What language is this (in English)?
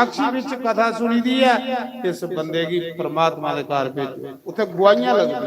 Dogri